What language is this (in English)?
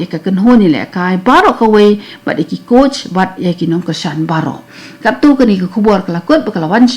Khasi